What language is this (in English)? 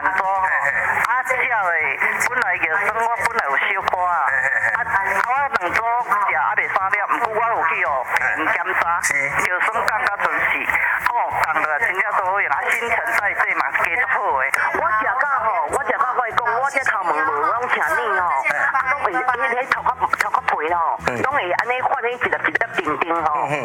Min Nan Chinese